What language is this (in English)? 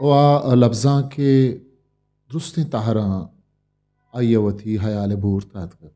Eastern Balochi